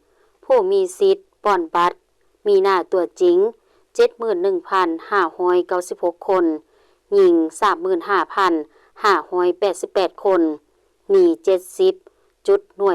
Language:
Lao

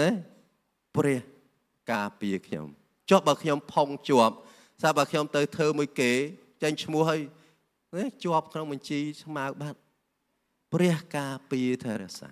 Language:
Khmer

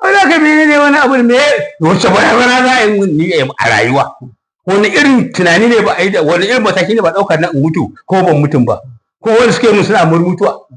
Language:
Hausa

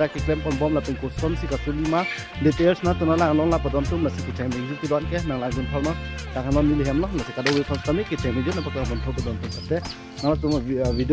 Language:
Karbi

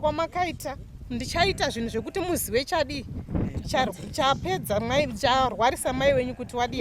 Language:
Shona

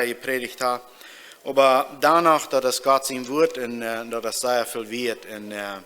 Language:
Plautdietsch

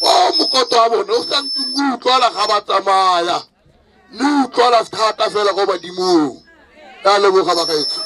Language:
Tswana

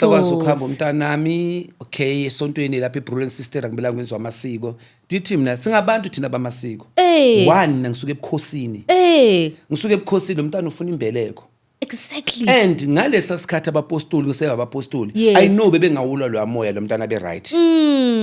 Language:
Zulu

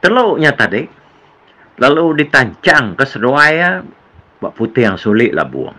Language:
Iban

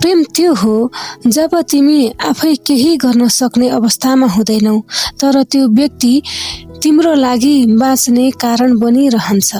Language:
Nepali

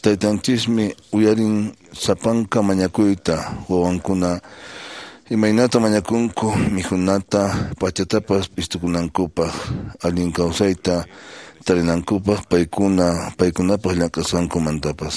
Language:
Quechua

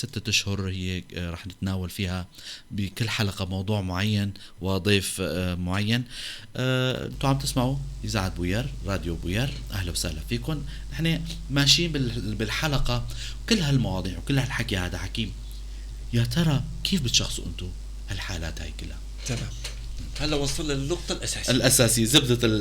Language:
North Levantine Arabic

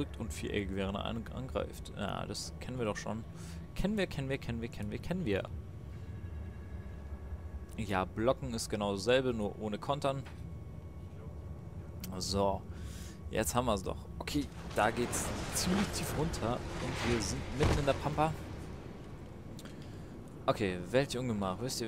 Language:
German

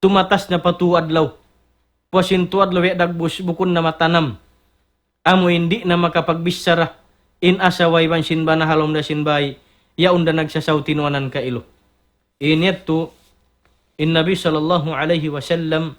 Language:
Tausug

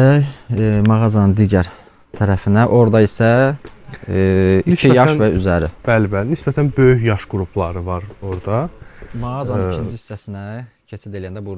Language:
Azerbaijani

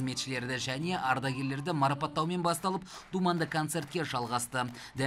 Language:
Kazakh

